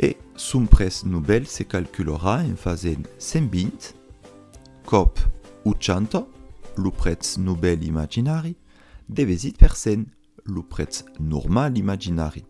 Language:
Occitan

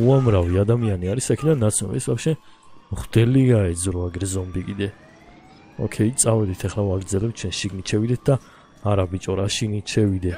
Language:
Georgian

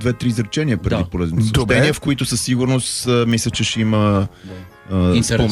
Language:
Bulgarian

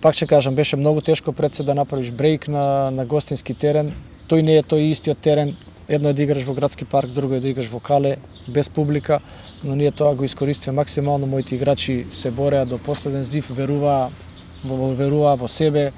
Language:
Macedonian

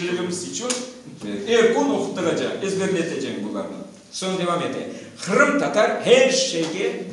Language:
Crimean Tatar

